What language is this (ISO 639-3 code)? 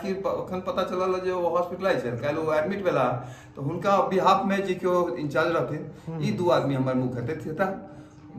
mai